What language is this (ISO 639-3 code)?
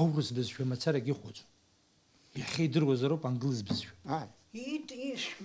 abk